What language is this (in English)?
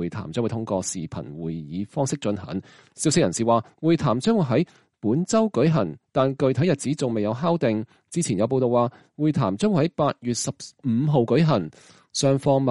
Cantonese